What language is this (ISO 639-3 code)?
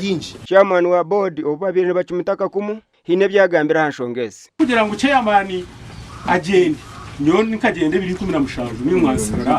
nyn